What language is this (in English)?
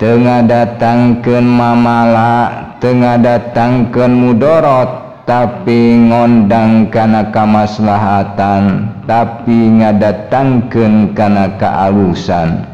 Sundanese